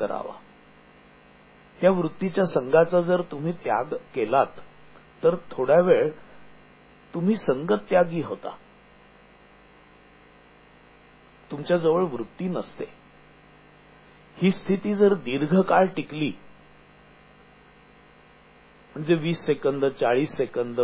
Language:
Marathi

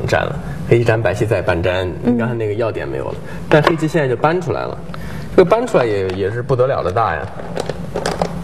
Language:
Chinese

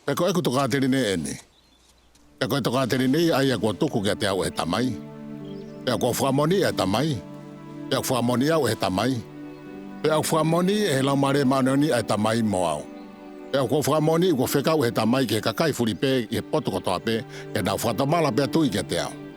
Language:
Tongan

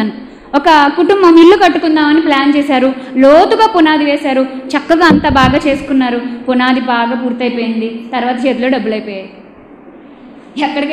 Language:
Telugu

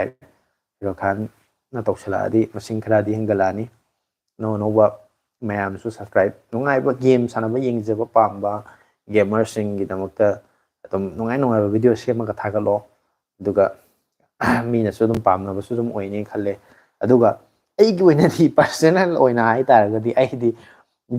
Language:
Manipuri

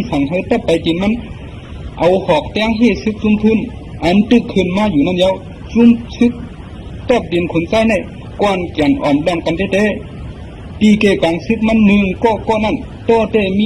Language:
Shan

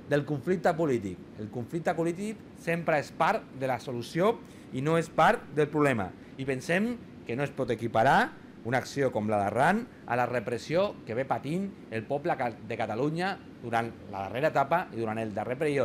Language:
Catalan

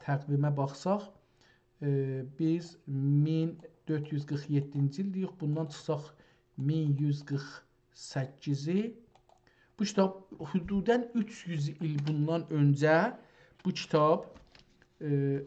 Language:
South Azerbaijani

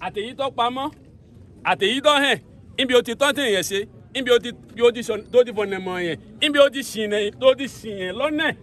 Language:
Yoruba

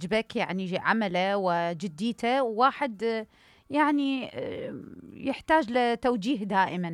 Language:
Mesopotamian Arabic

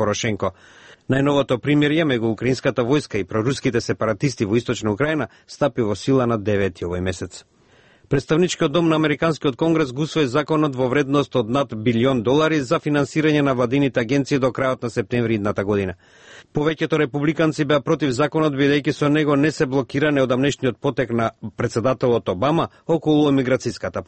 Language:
Macedonian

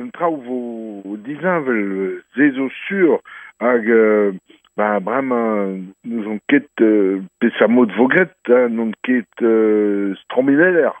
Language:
Breton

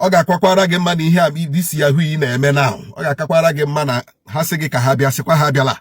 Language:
Igbo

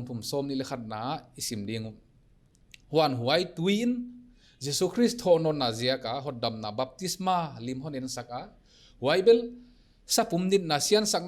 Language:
Paite Chin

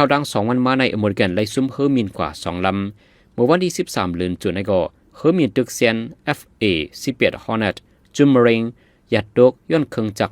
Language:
Shan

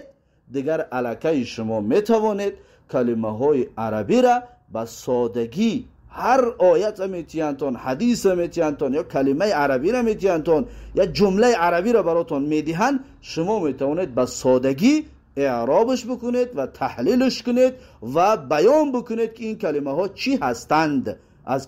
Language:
Tajik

